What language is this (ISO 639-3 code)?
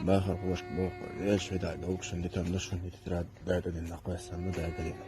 che